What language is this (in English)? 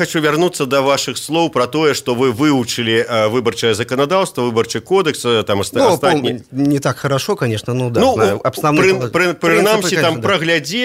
Belarusian